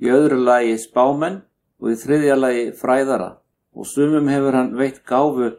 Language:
Icelandic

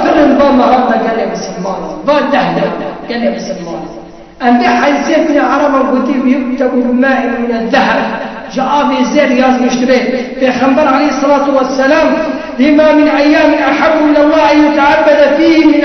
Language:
Kurdish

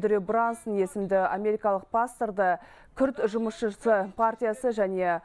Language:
Kazakh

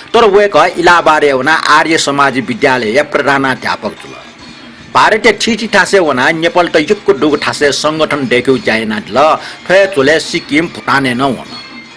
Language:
Newari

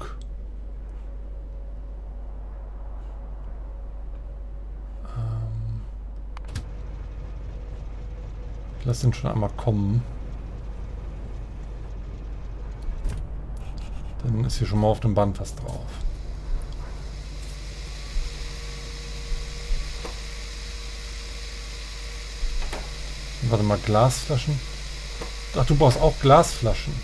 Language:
German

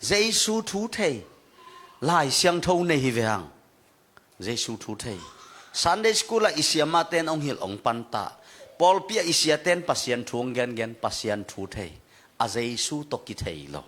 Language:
Tedim Chin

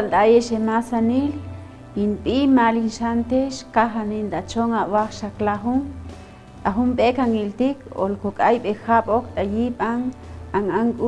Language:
Chuj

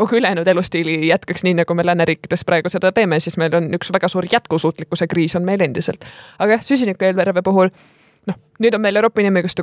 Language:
Estonian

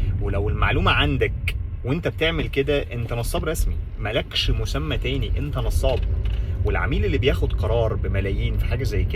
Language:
Egyptian Arabic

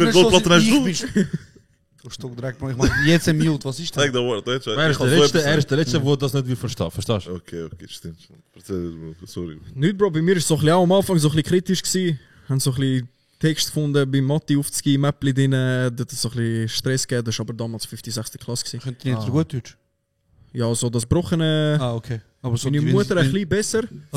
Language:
Swiss German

